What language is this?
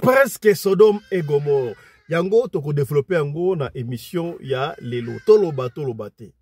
Lingala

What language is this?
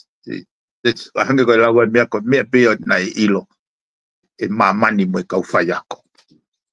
Tongan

